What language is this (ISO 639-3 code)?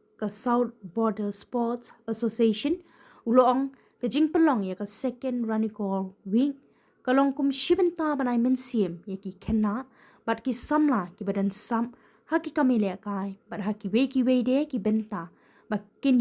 kha